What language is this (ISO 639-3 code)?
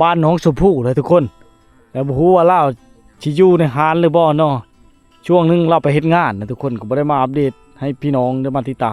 lao